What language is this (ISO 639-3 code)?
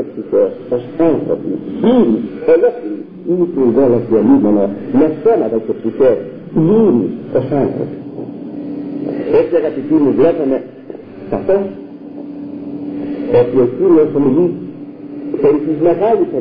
ell